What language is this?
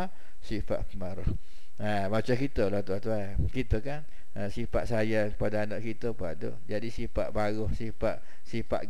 Malay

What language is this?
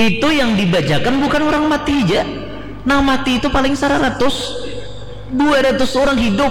Banjar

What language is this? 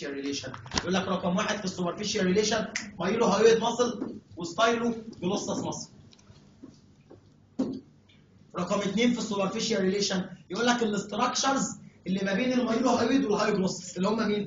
Egyptian Arabic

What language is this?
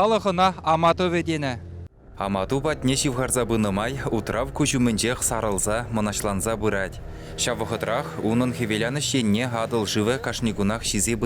Chuvash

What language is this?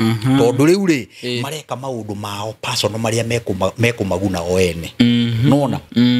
Kikuyu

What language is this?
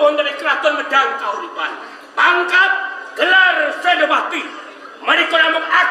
Javanese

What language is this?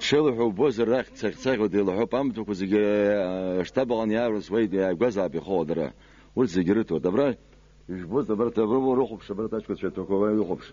Abkhazian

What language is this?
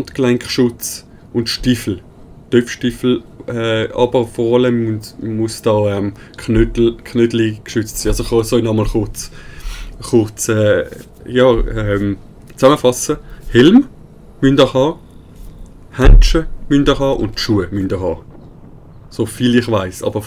Swiss German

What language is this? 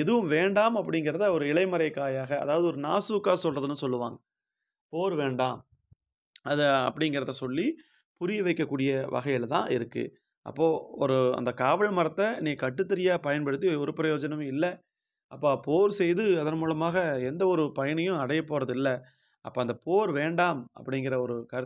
Tamil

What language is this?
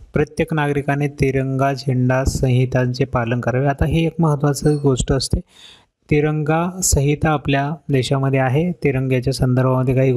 Marathi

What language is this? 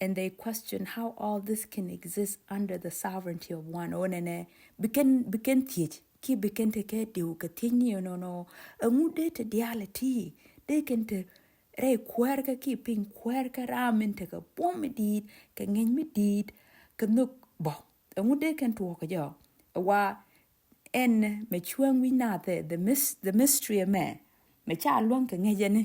Nuer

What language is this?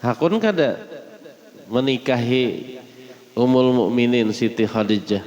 Banjar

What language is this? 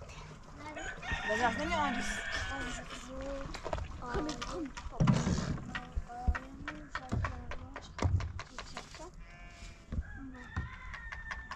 Persian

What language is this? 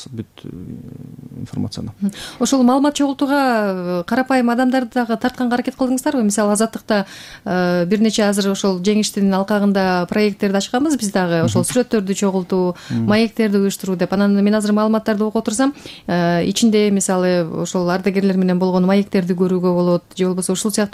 Kyrgyz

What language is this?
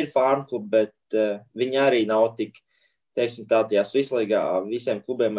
Latvian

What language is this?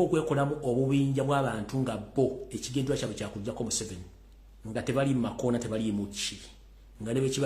Ganda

